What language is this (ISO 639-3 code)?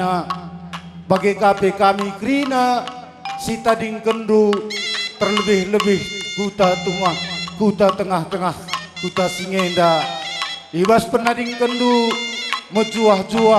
btx